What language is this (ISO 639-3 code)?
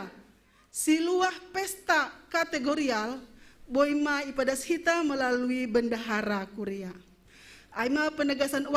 bts